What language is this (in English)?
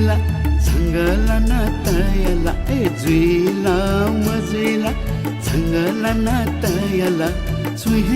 Newari